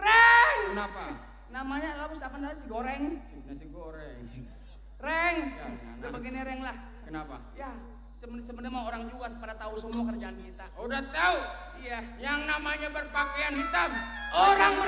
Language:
Betawi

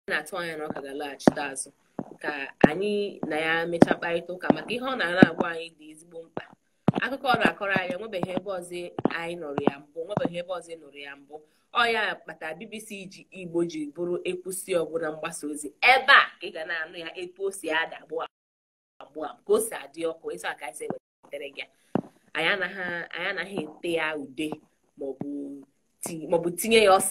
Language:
Igbo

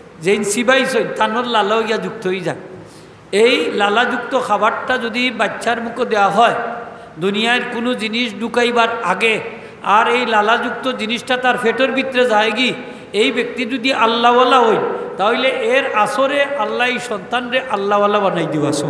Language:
Sylheti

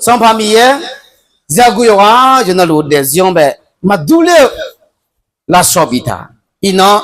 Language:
Akha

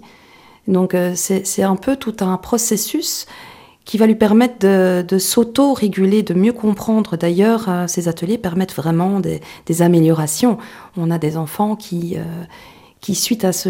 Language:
French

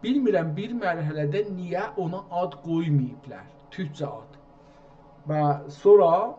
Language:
South Azerbaijani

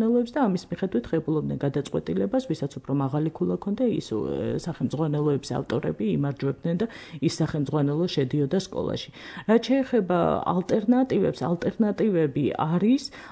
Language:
Georgian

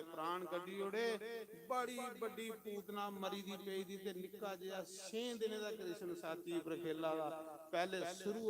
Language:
Dogri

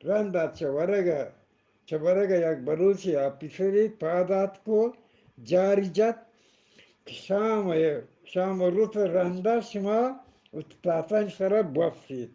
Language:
Eastern Balochi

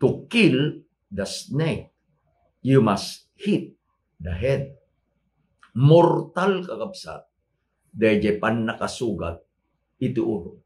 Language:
Iloko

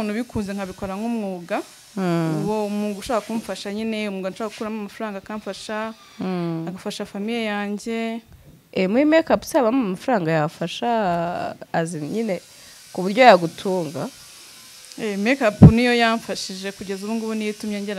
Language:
Kinyarwanda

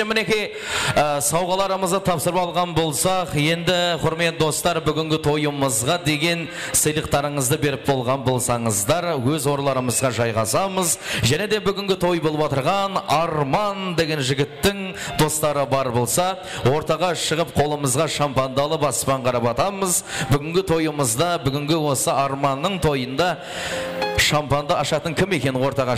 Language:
Kara-Kalpak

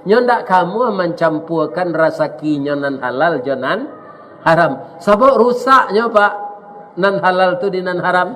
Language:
Minangkabau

